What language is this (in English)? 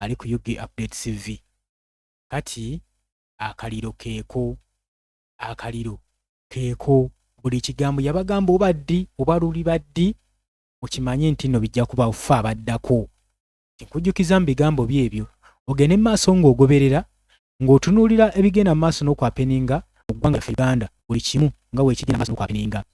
Ganda